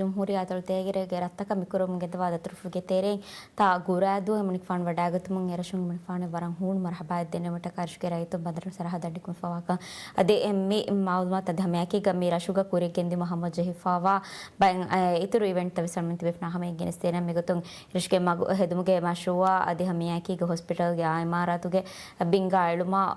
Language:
Divehi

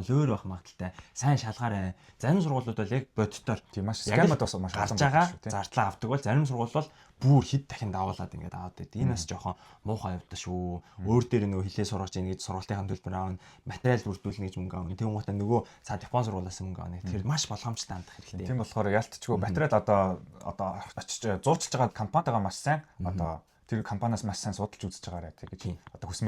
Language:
Mongolian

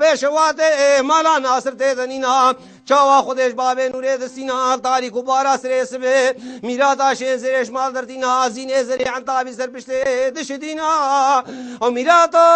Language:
Kurdish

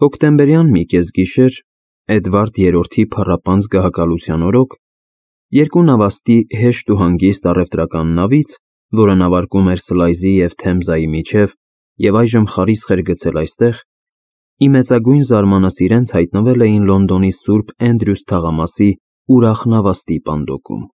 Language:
Armenian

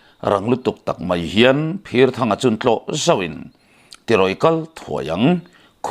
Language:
Mizo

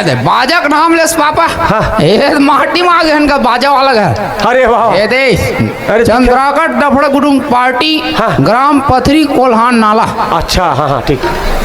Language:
Chhattisgarhi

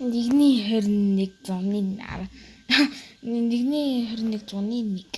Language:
Mongolian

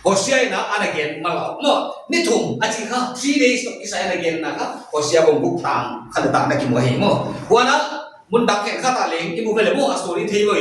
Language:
Paite Chin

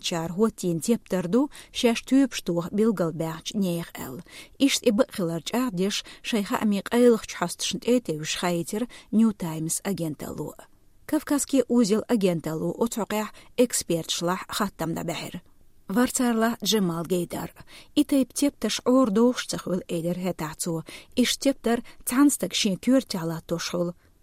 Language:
Chechen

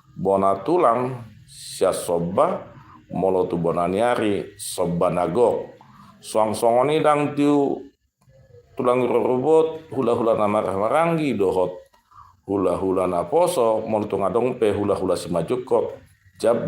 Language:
Batak Toba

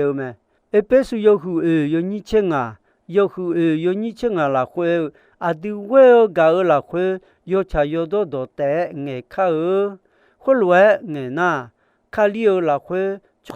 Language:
Akha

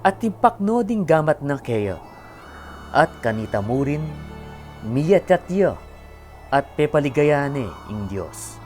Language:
Pampanga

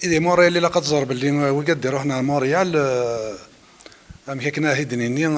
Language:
Kabyle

